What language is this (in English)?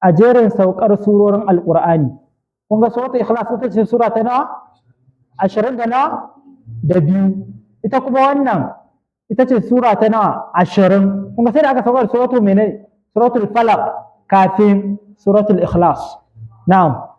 Hausa